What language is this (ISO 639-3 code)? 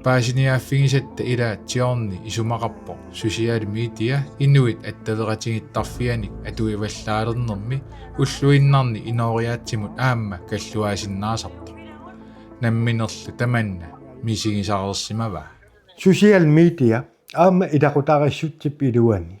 kal